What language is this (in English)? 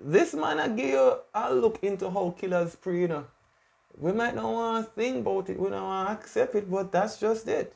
Jamaican Creole English